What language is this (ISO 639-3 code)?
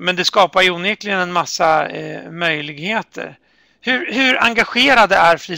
swe